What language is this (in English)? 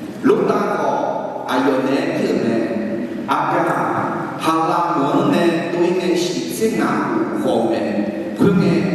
Akha